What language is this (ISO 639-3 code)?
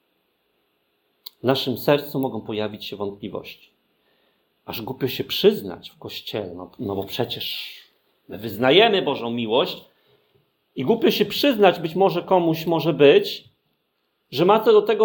pol